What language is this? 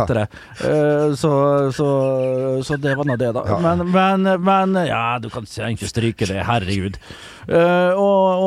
Norwegian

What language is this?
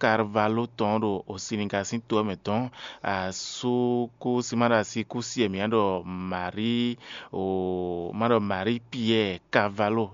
Fon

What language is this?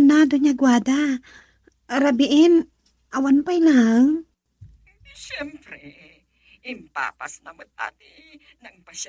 Iloko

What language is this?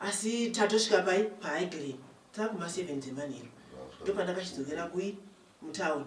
Shona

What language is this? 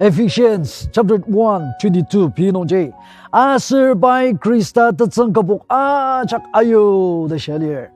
Ao Naga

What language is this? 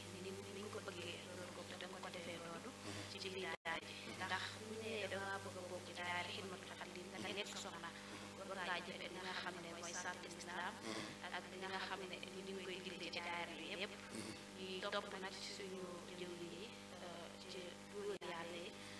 Wolof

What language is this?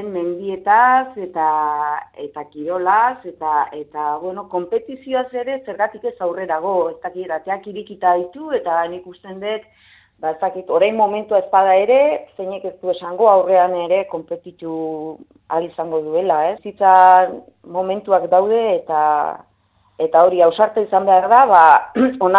Basque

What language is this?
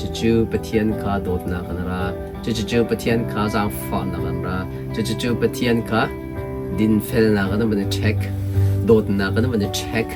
Hakha Chin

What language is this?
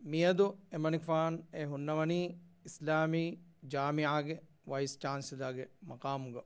Divehi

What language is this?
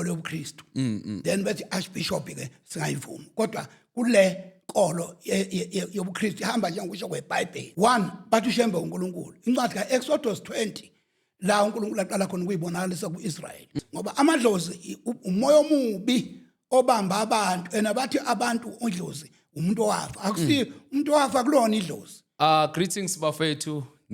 Zulu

